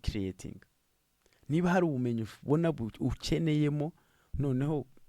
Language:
Kinyarwanda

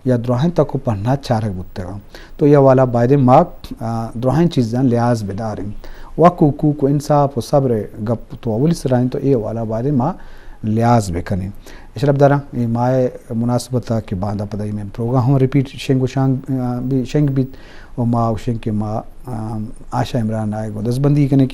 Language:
Eastern Balochi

